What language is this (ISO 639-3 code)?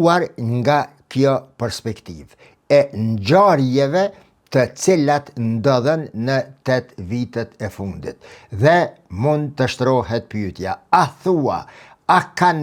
sqi